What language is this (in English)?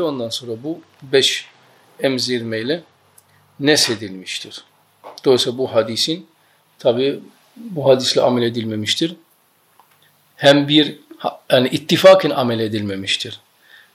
Turkish